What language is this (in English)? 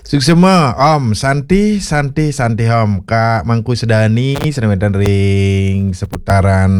Balinese